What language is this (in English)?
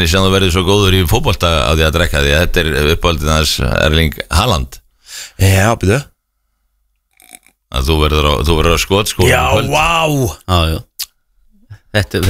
Icelandic